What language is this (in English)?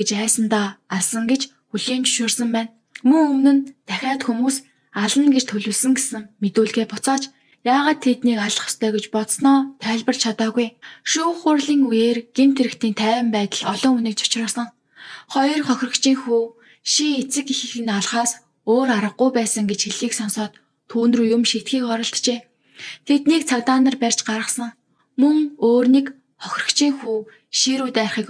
Mongolian